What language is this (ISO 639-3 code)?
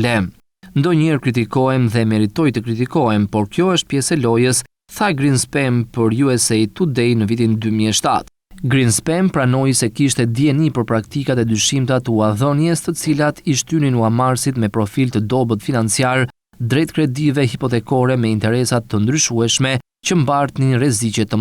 sqi